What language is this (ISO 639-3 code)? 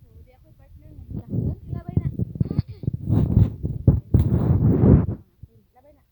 ceb